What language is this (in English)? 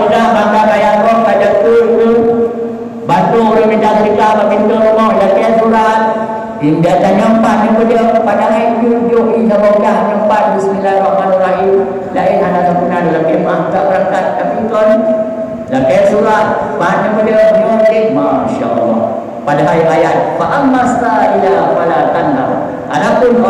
Achinese